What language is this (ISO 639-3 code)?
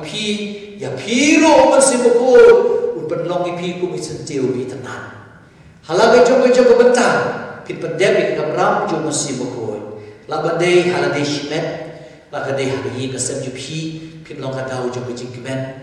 kha